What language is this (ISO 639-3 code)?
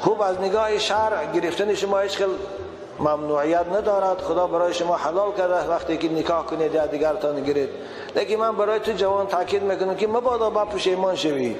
tgk